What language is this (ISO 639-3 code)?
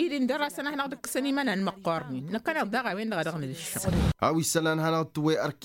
taq